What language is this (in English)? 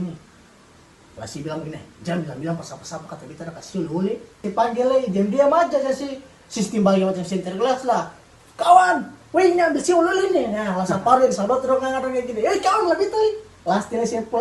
Ambonese Malay